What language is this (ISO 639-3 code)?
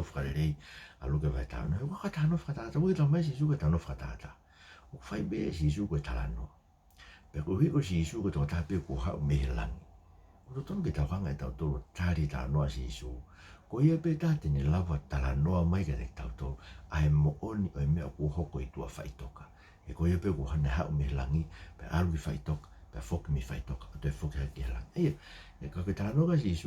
ton